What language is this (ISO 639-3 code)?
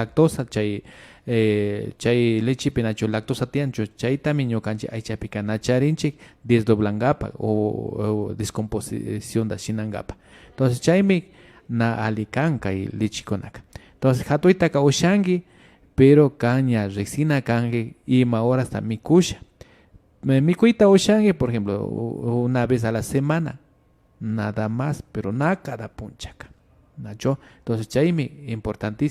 qvi